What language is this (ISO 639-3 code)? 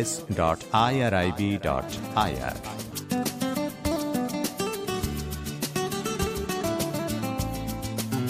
ben